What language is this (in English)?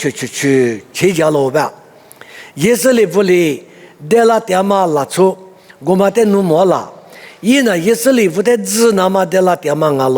Lisu